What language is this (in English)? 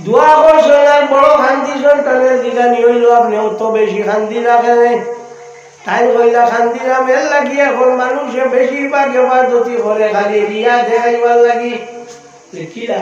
Sylheti